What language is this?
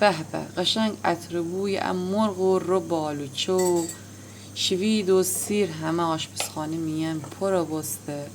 Gilaki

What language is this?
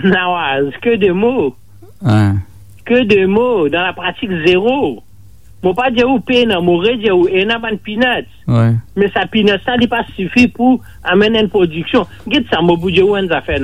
Morisyen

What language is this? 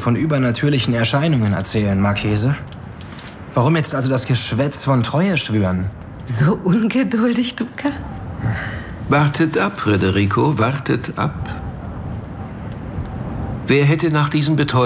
German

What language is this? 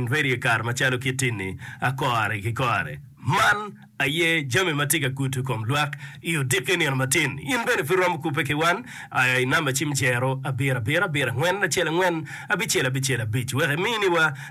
Acoli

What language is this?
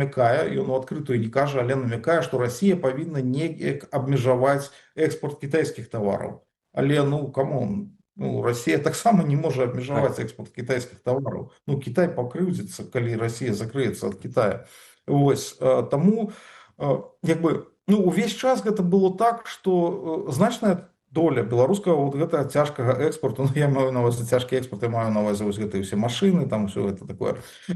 Belarusian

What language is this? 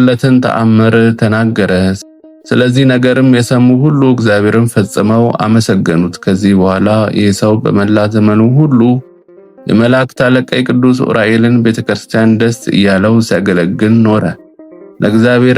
Amharic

